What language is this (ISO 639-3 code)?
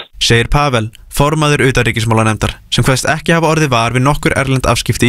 isl